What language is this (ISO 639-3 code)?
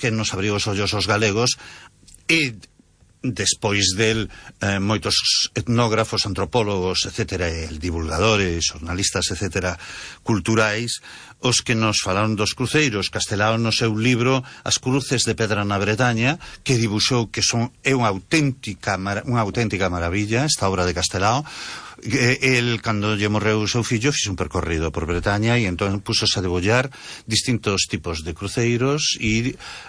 glg